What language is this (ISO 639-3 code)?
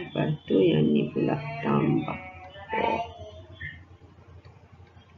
msa